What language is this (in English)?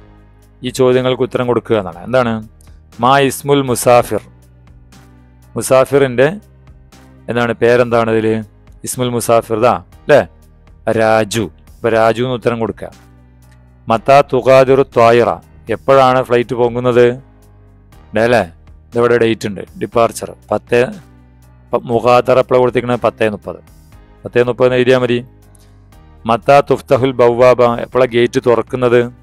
Malayalam